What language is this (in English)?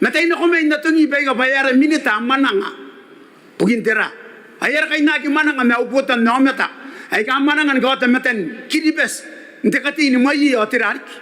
Gilbertese